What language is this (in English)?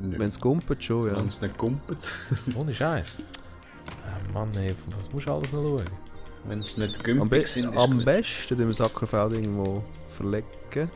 Swiss German